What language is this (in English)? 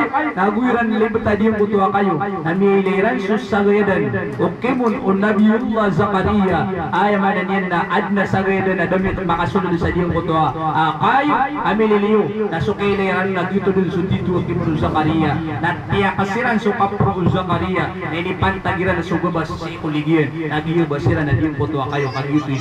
Maranao